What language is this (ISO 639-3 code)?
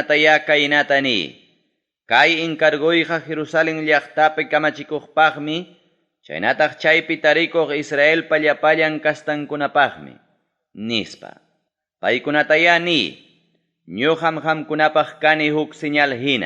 quy